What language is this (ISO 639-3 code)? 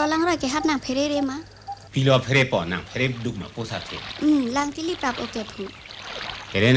mjw